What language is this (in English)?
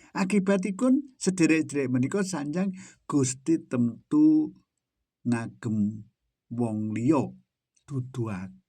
Javanese